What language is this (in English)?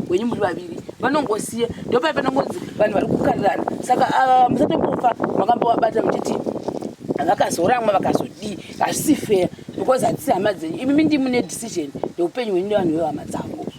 Shona